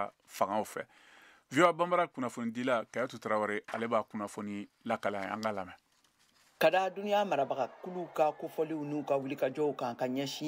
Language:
Bambara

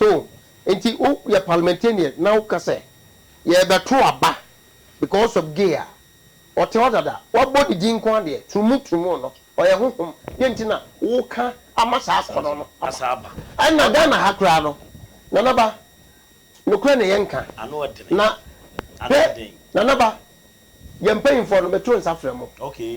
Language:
Akan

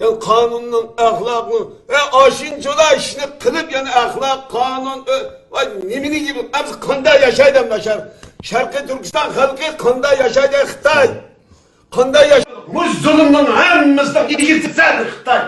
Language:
Uyghur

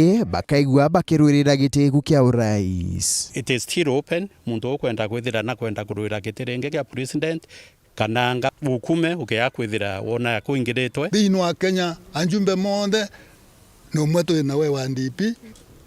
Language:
Meru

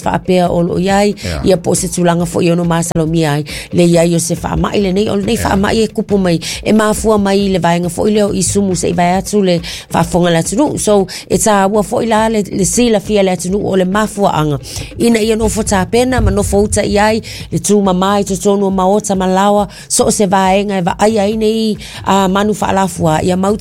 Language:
Samoan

